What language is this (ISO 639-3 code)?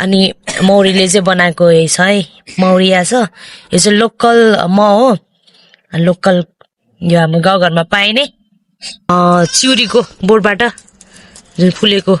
nep